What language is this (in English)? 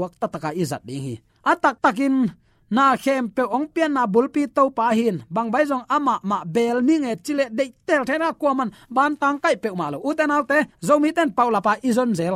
Tedim Chin